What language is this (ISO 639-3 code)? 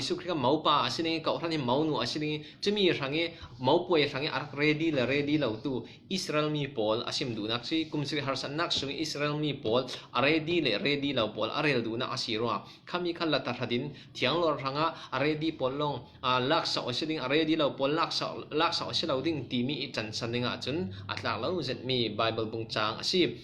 cfm